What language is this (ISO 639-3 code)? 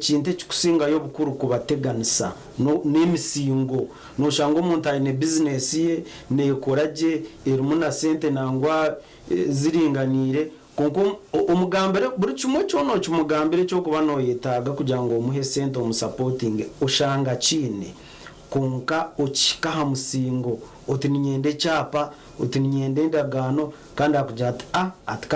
nyn